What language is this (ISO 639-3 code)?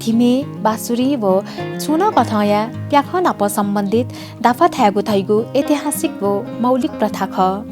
new